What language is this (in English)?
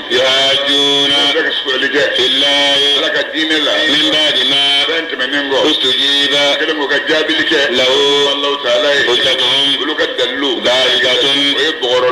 Bambara